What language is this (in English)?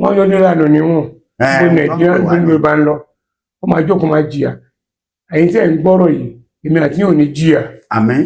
Yoruba